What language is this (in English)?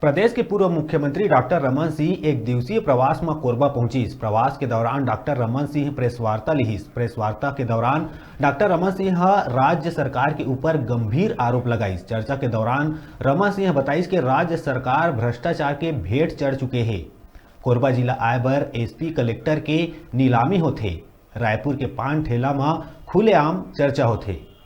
Chhattisgarhi